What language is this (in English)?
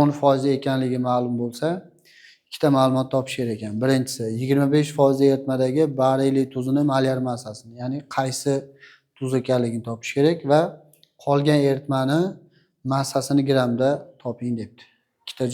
Uzbek